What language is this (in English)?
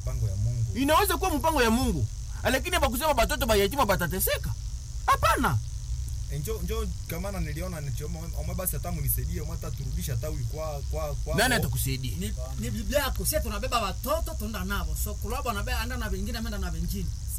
Swahili